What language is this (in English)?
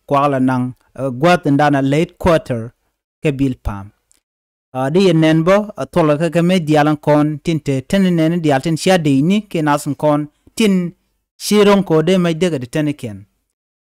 Nuer